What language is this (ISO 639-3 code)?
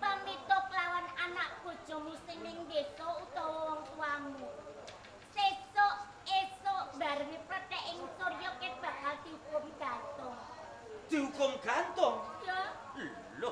jav